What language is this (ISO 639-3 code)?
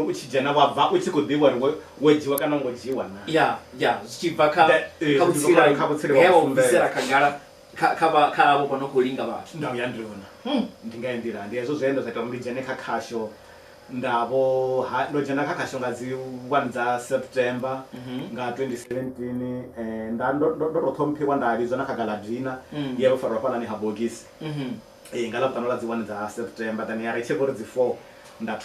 ven